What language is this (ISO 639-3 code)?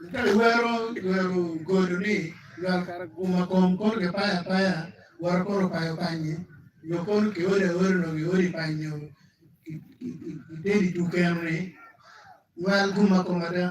ach